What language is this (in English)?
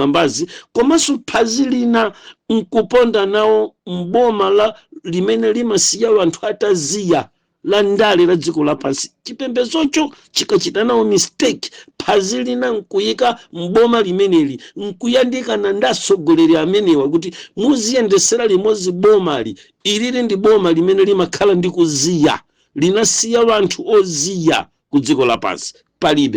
Nyanja